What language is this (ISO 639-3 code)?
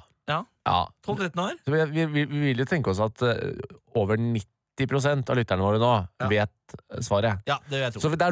nor